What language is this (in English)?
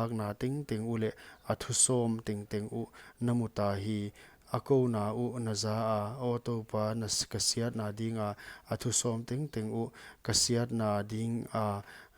Paite Chin